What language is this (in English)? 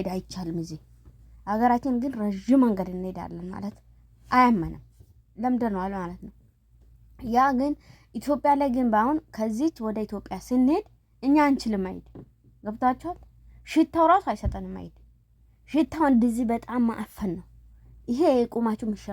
Amharic